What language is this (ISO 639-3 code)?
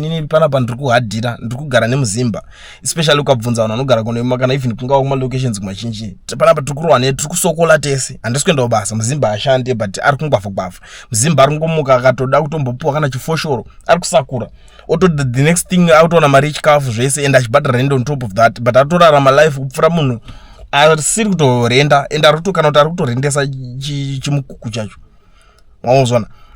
sna